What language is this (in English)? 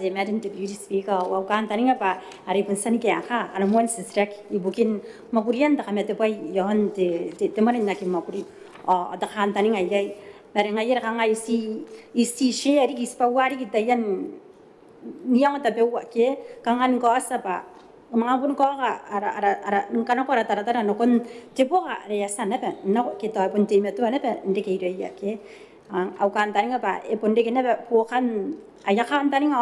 Gilbertese